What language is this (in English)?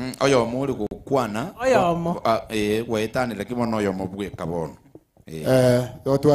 Gusii